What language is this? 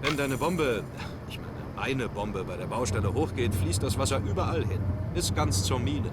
Bavarian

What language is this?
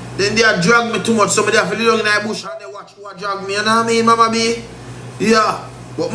Jamaican Creole English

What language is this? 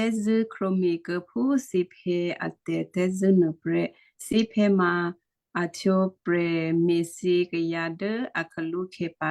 Western Kayah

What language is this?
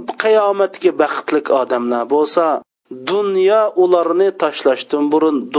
Uyghur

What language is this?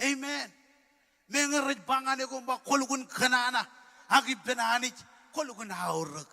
Marshallese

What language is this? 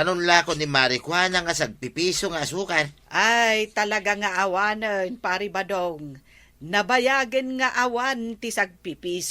Iloko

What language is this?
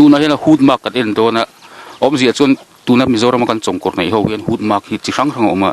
Mizo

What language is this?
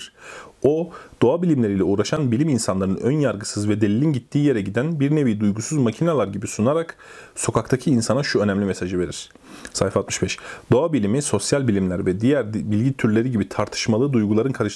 Turkish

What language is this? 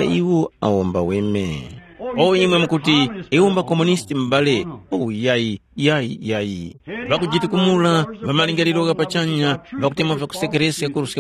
Tumbuka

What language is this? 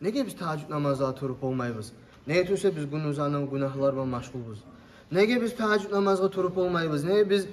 Kumyk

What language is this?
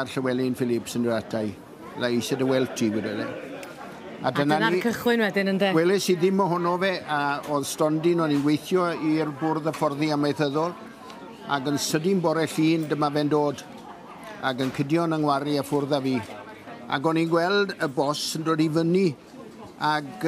Welsh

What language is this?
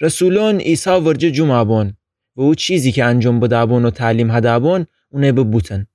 Gilaki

